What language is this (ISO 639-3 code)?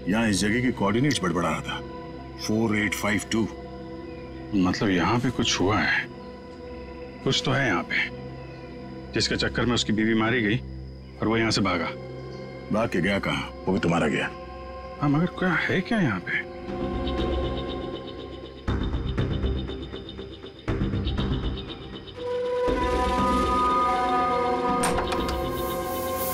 hin